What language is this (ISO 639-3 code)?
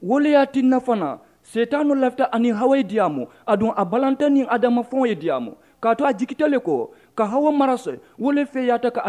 man